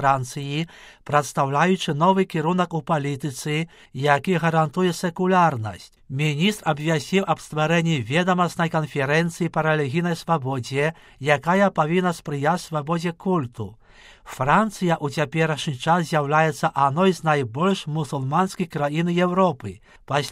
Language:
Belarusian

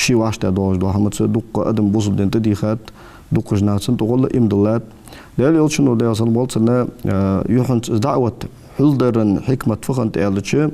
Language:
Ingush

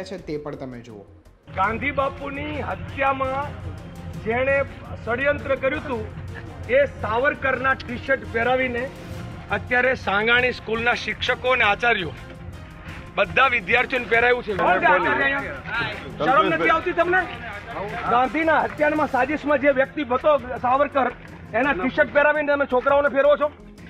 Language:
Gujarati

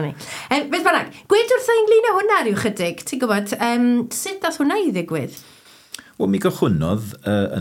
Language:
Welsh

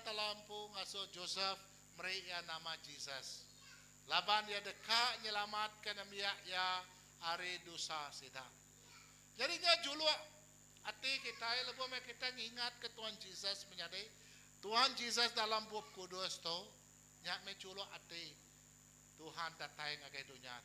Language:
Iban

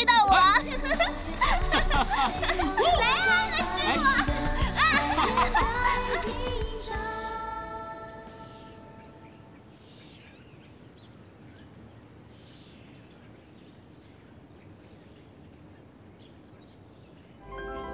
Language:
Chinese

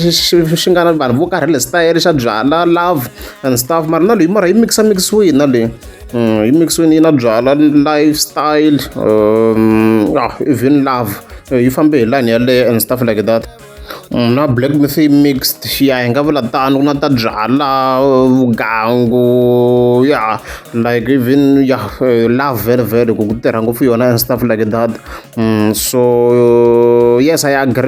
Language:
Tsonga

